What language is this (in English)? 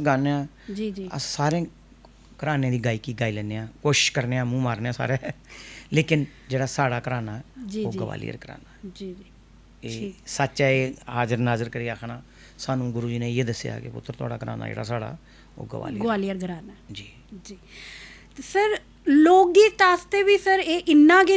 Dogri